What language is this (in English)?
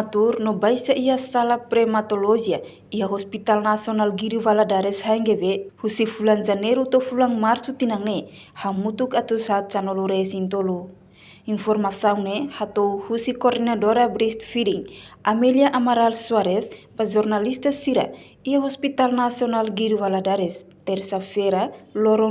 Tetum